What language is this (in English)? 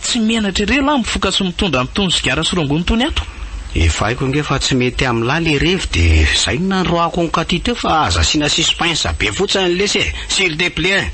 Malagasy